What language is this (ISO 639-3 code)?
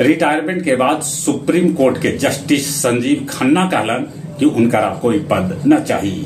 mag